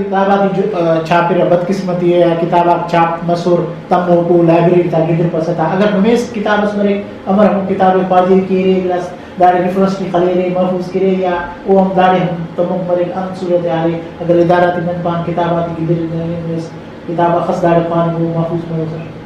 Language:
Brahui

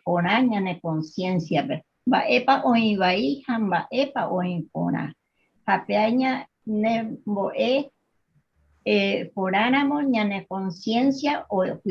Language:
Guarani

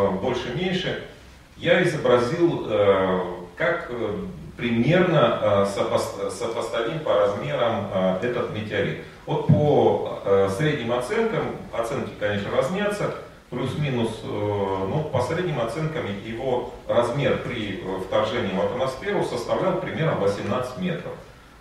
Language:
Russian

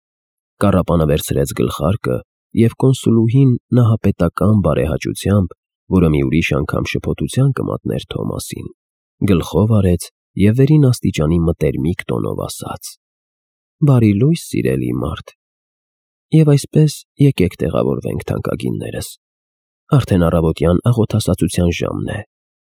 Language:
Armenian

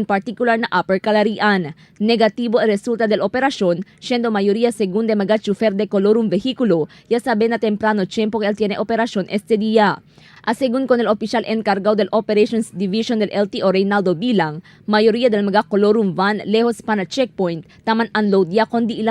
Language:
Chavacano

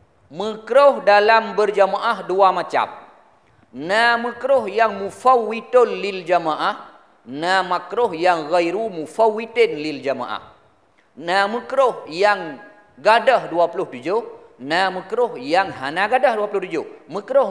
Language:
Achinese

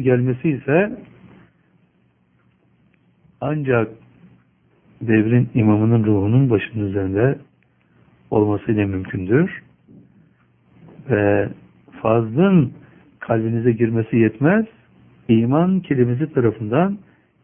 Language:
Turkish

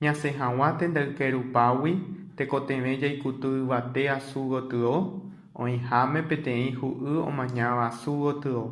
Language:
Guarani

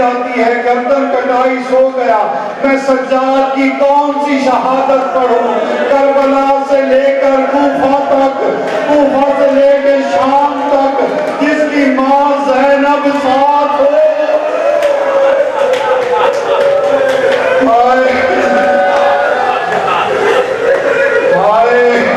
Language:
Urdu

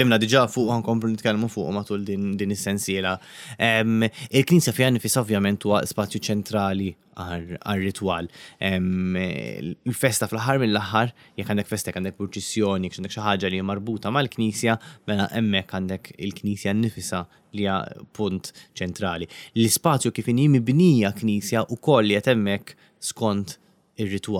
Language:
Maltese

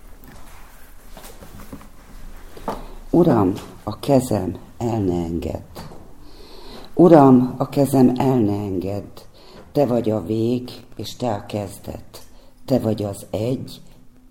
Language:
Hungarian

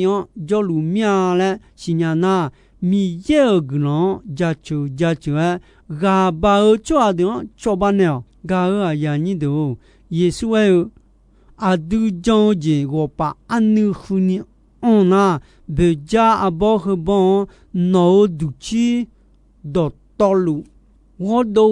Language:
Akha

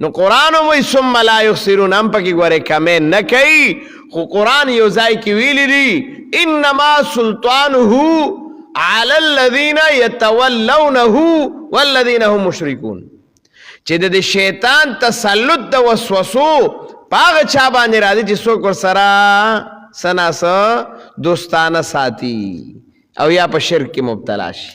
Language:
Pashto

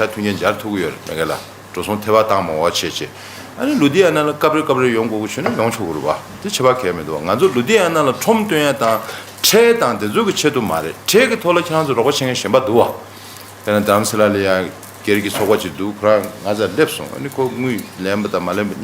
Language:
Tibetan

